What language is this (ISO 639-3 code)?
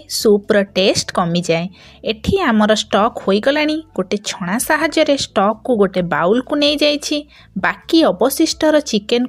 ori